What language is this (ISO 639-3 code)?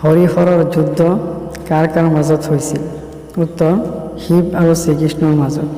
asm